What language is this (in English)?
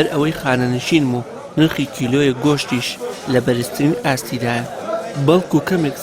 Central Kurdish